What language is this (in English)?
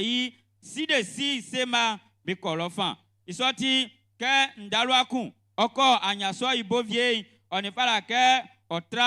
Baoulé